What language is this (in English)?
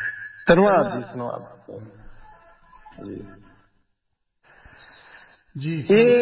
Punjabi